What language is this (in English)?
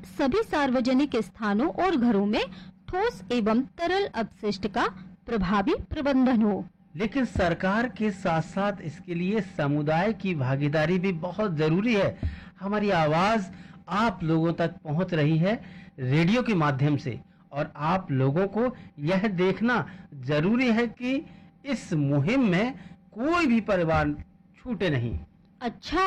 Hindi